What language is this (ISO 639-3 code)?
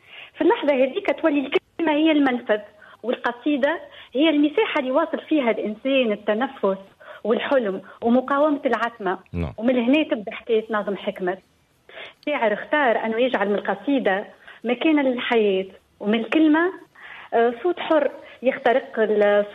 aeb